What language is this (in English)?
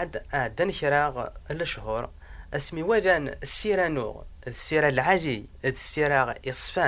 Kabyle